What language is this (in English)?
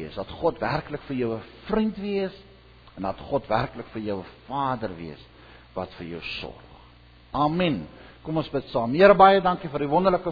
Afrikaans